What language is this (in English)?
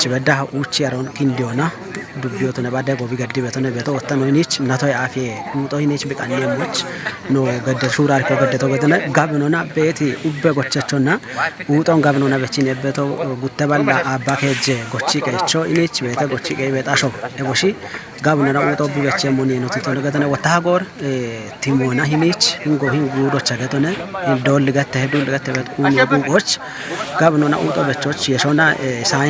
Kafa